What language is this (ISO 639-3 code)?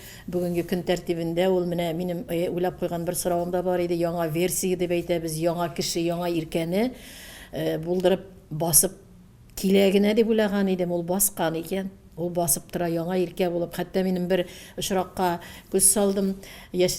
tat